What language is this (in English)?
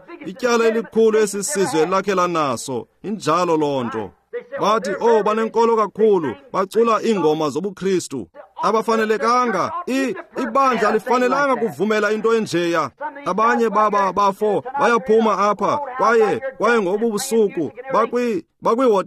Xhosa